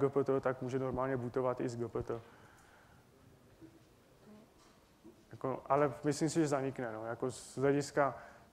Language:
Czech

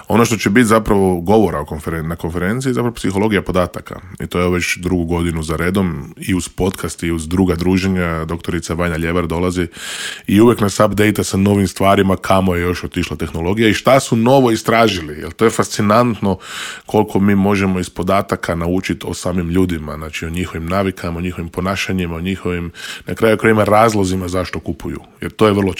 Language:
Croatian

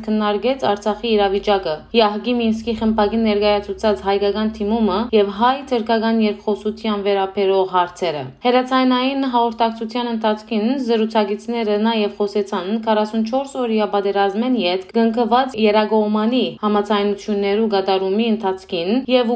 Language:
Western Armenian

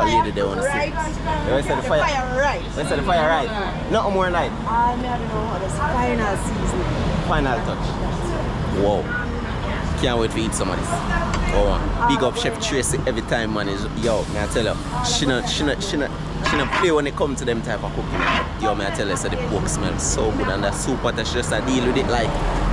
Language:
Jamaican Creole English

